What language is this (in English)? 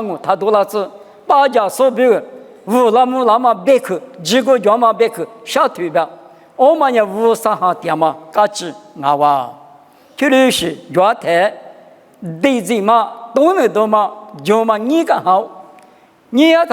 Lisu